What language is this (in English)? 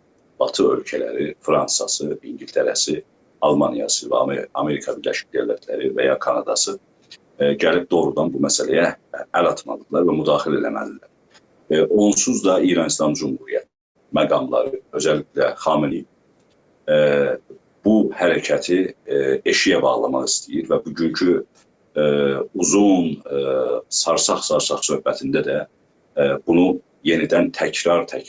South Azerbaijani